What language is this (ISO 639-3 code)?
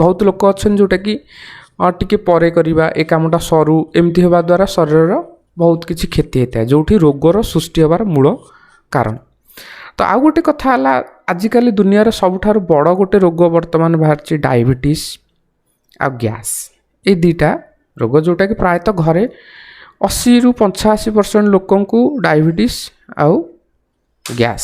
ori